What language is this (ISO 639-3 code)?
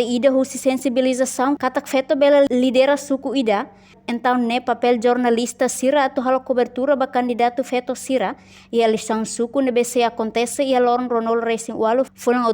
tet